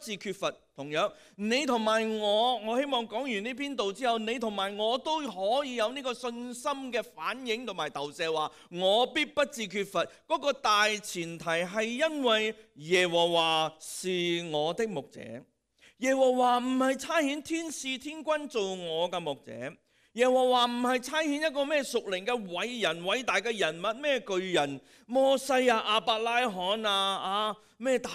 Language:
Cantonese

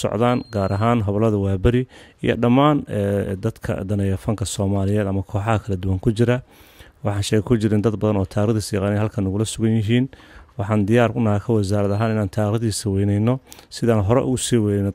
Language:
Somali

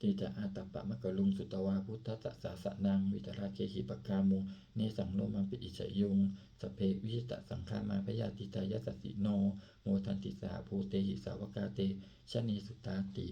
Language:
Pali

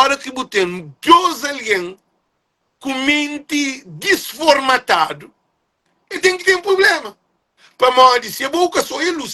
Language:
Kabuverdianu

